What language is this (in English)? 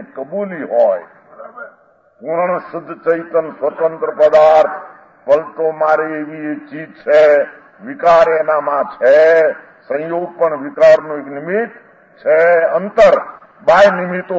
Gujarati